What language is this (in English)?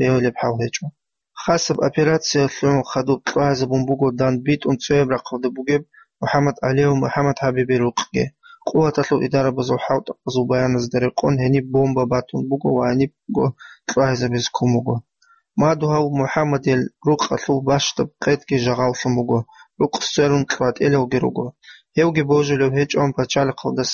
Avaric